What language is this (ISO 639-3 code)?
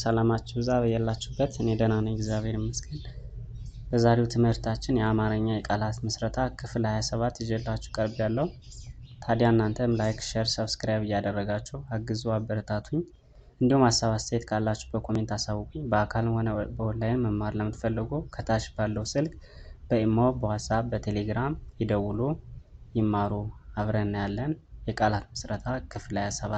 amh